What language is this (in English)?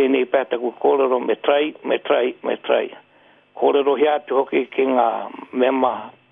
Māori